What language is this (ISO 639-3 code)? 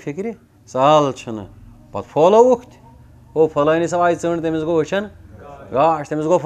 kas